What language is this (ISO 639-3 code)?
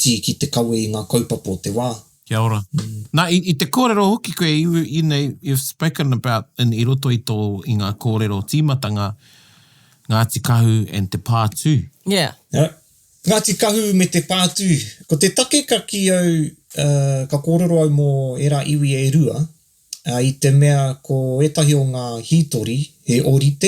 mri